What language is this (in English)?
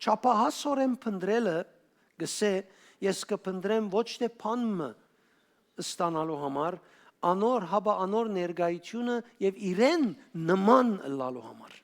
Western Armenian